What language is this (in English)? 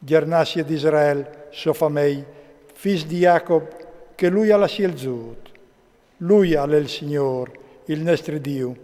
Friulian